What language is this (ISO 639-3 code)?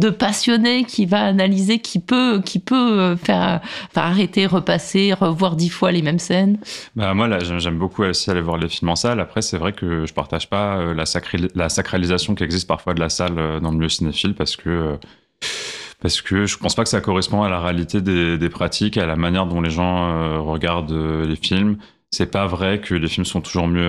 fra